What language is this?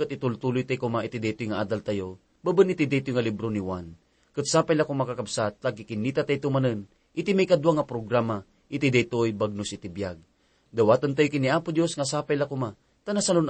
Iloko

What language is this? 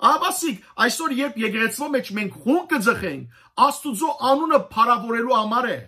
Western Armenian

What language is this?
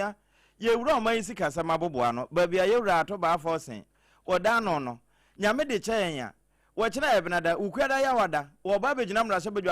Akan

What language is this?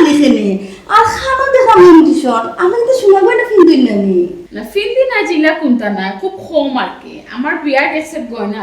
Sylheti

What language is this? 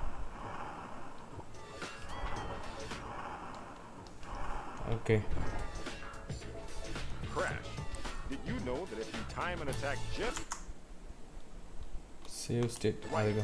Tamil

